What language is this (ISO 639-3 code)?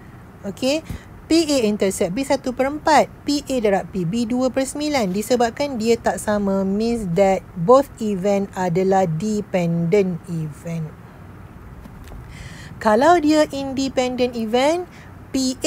msa